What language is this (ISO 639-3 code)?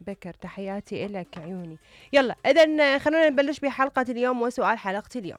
acm